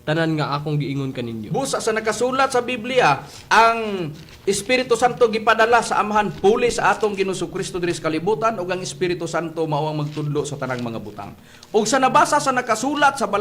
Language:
Cebuano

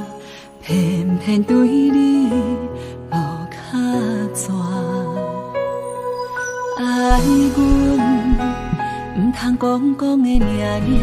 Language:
Min Nan Chinese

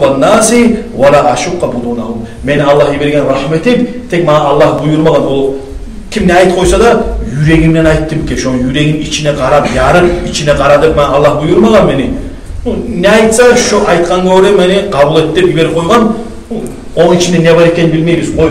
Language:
Kumyk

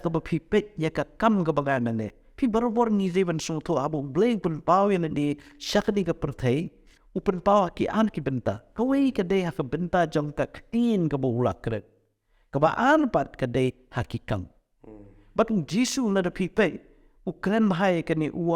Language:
Khasi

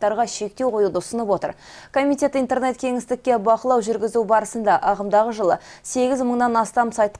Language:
Kazakh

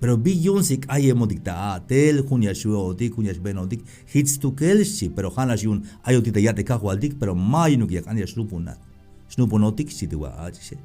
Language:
Tzeltal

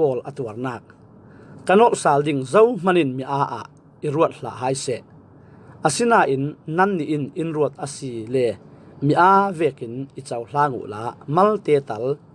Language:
Falam Chin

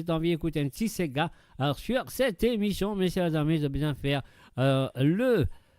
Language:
Morisyen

